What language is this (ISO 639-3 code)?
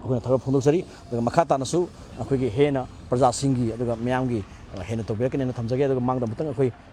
mni